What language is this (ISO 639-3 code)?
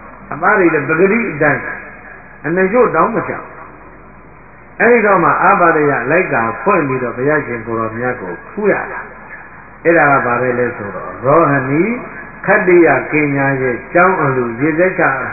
mya